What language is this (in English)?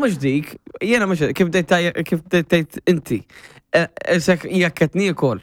Maltese